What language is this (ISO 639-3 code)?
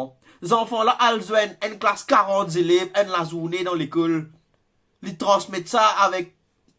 mfe